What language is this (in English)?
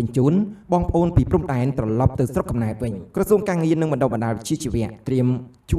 Khmer